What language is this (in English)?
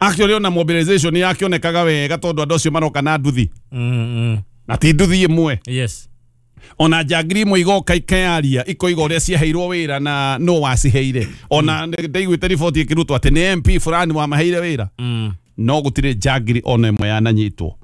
Kikuyu